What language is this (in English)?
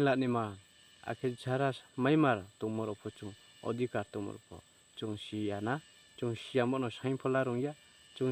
Riang (India)